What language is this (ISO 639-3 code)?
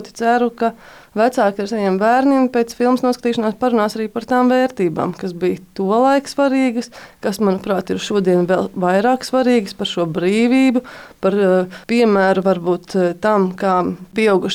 lav